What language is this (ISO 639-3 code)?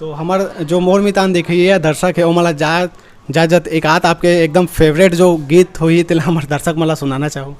hne